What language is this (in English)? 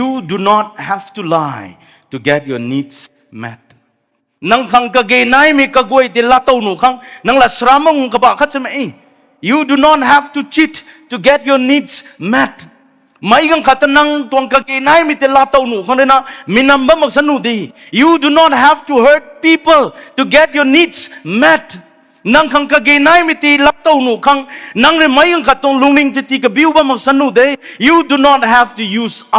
Rongmei Naga